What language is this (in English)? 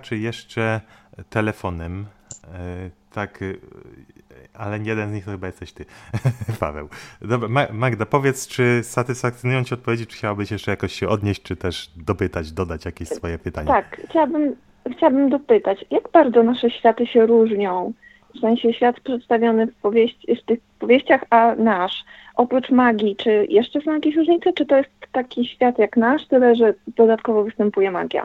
Polish